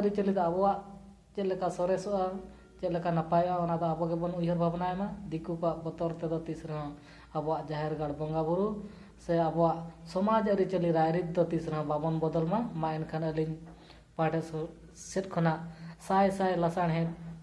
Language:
Santali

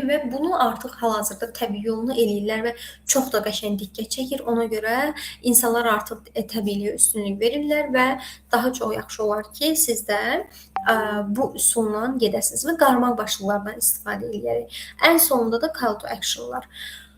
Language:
Azerbaijani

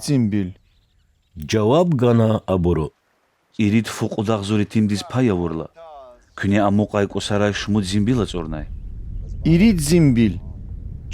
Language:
Lezghian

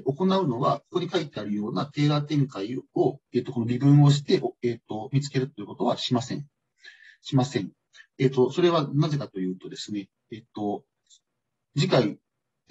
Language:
Japanese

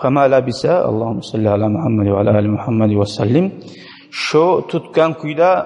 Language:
Kumyk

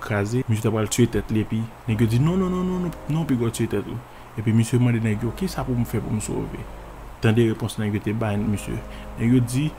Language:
Haitian Creole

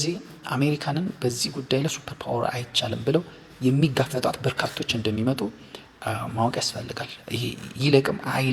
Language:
Amharic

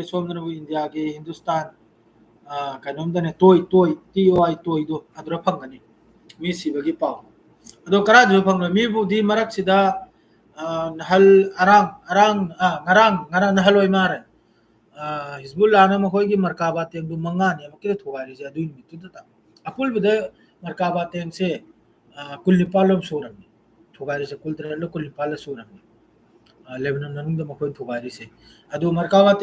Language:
Manipuri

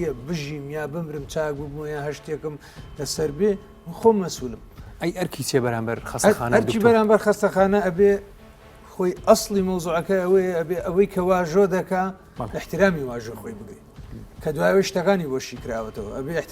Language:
Central Kurdish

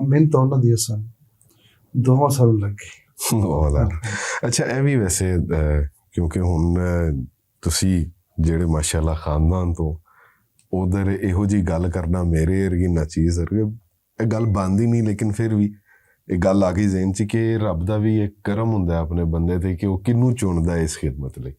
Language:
Western Panjabi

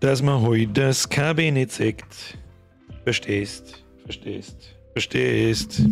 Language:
Bavarian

